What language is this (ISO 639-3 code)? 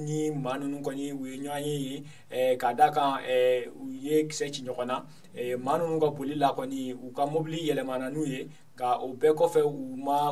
bam